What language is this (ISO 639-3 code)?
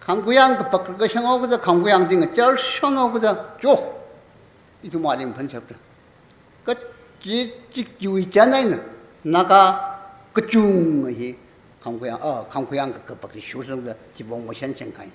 nmf